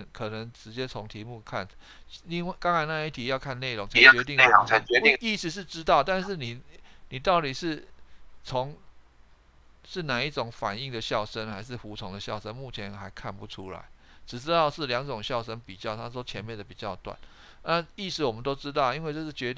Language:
Chinese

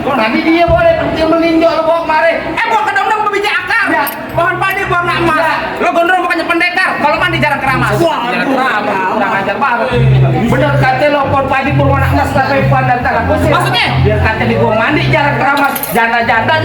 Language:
Betawi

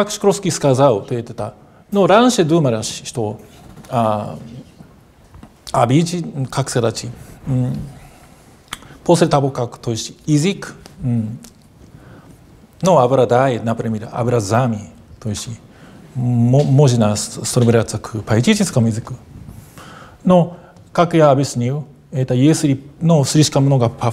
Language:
Russian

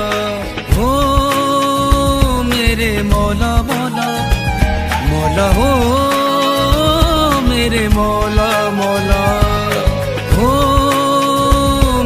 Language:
Hindi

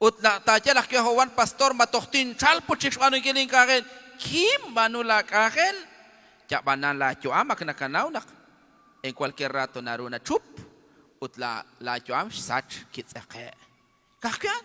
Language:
Kekchí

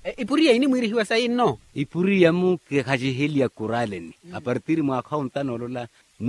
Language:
Makhuwa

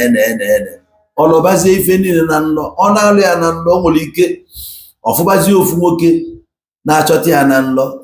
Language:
Igbo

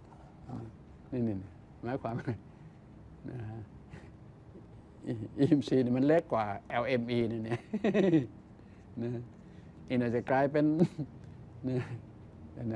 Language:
Thai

